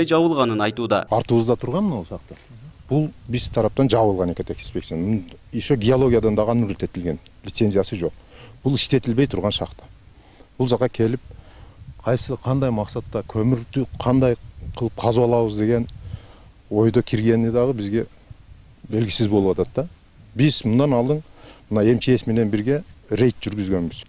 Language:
Kyrgyz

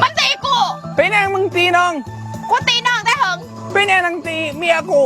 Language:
Lao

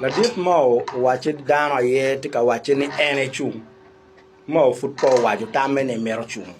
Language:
Acoli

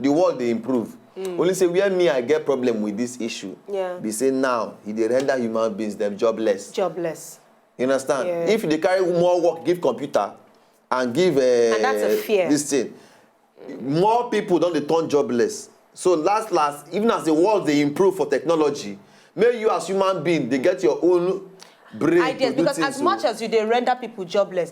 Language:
Nigerian Pidgin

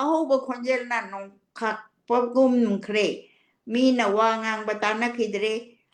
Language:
Manipuri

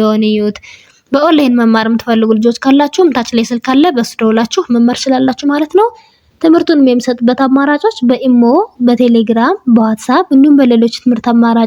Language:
Amharic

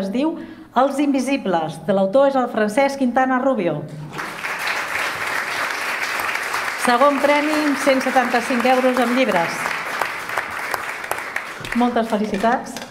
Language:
Catalan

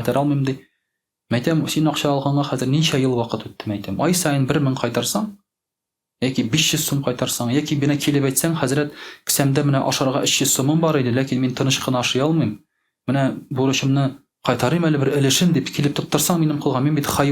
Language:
Tatar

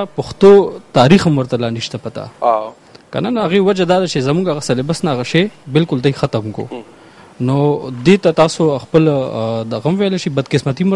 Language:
Pashto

